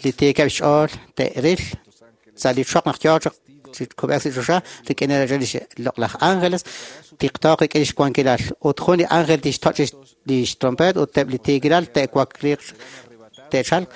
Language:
Kekchí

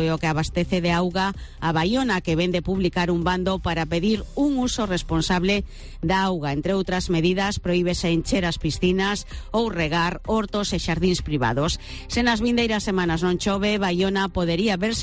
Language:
Galician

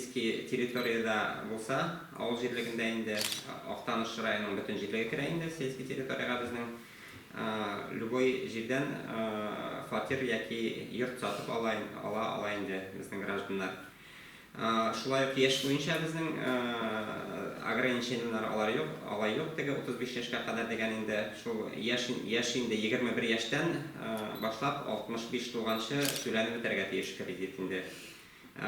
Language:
Tatar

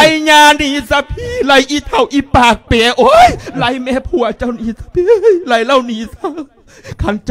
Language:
Lao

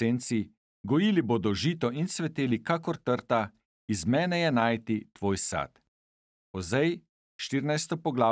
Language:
Slovenian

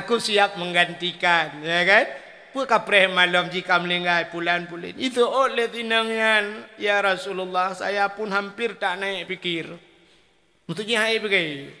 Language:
Achinese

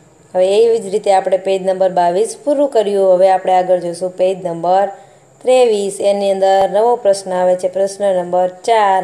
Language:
Gujarati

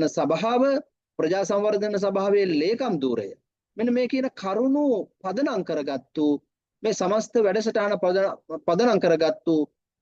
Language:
Sinhala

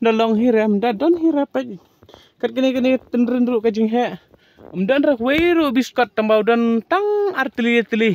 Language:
Khasi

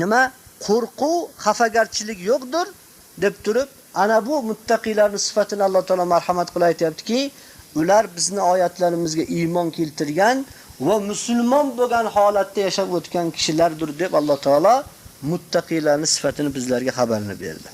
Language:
Uzbek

